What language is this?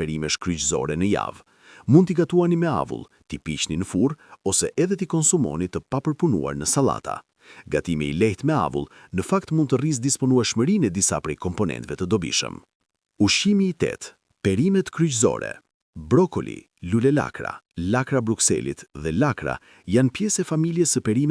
Albanian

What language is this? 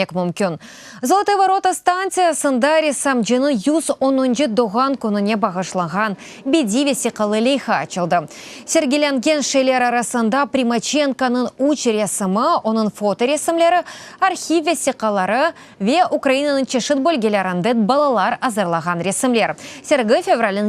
Crimean Tatar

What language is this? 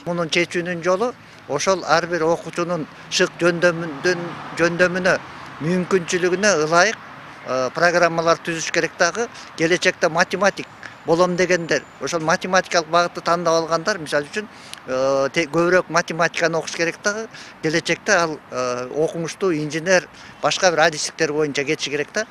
Kyrgyz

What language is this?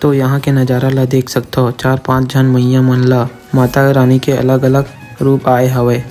Chhattisgarhi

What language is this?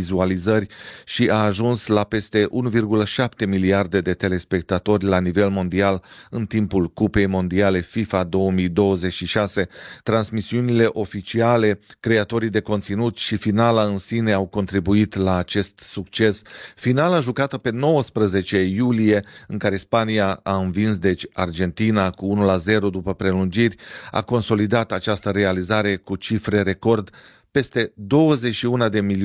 Romanian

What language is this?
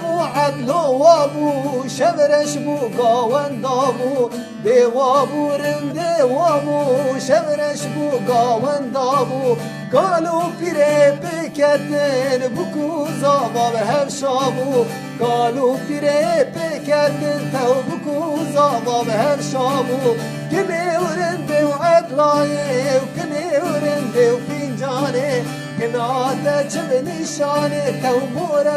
Kurdish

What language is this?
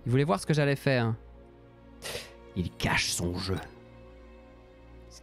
French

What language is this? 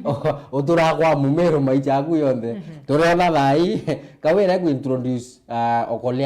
Meru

